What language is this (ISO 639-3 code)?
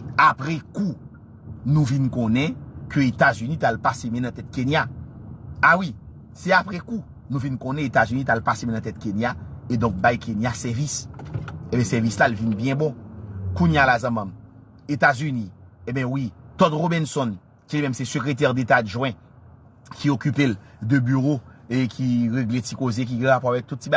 hat